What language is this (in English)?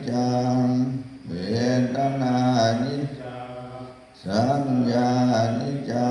Pali